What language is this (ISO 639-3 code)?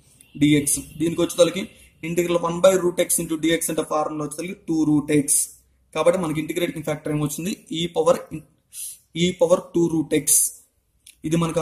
tel